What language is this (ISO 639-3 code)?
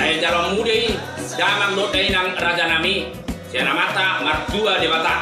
bbc